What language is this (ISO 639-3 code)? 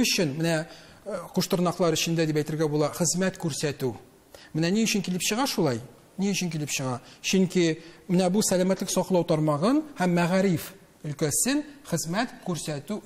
tat